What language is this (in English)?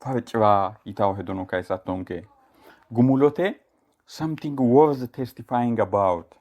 Sidamo